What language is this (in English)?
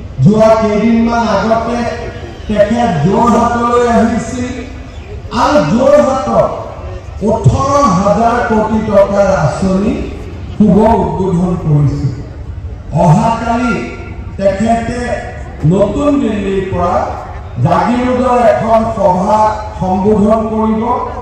Assamese